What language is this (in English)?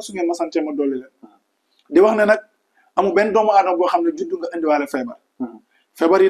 Wolof